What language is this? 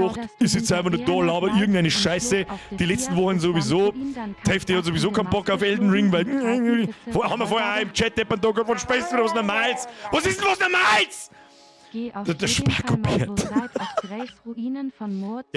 Bavarian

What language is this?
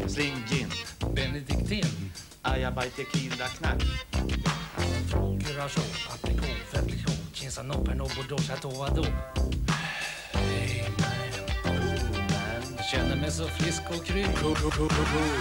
Swedish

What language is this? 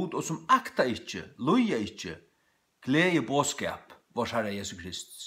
Faroese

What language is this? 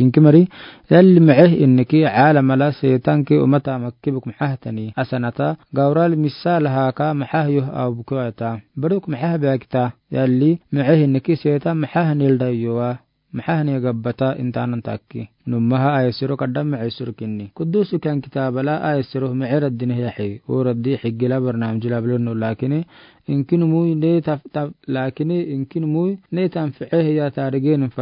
Afar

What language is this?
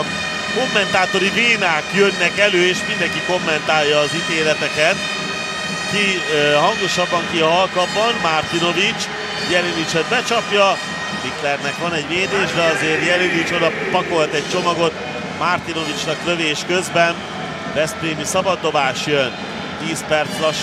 Hungarian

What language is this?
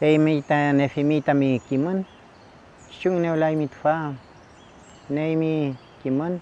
Mapuche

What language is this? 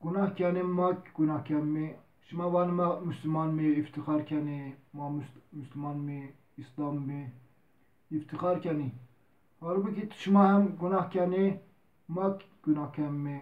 Zaza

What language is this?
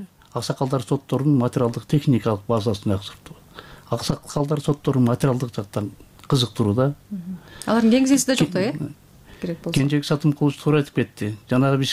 Kyrgyz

